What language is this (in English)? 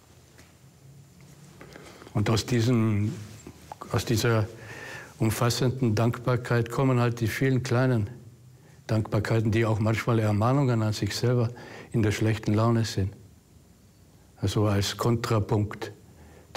German